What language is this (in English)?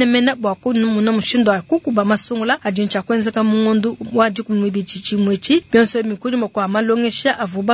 Luba-Lulua